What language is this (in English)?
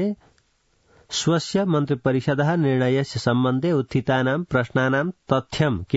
Sanskrit